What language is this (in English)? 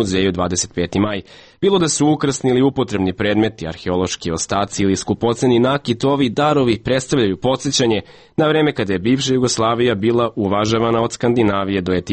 Serbian